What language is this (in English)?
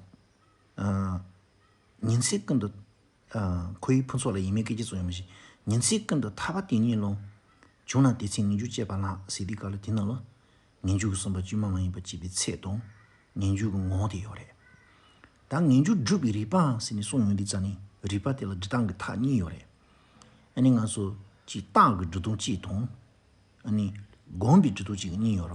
Tibetan